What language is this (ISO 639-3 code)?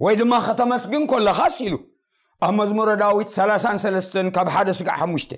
tir